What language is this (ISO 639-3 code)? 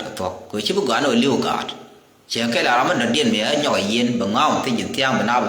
nus